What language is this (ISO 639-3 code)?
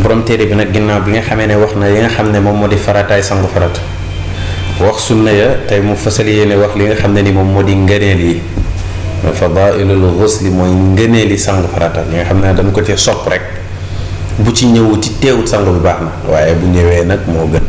wol